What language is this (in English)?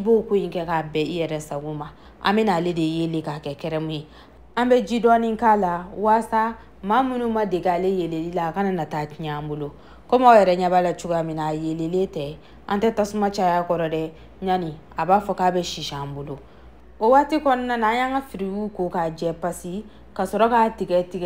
Bambara